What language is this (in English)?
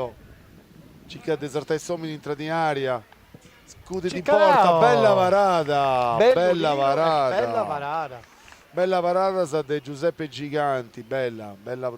Sardinian